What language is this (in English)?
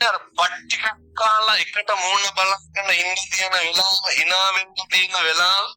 Sinhala